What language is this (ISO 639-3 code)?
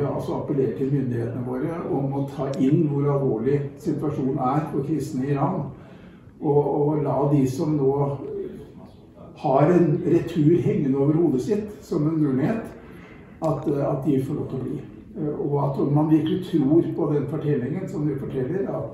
nor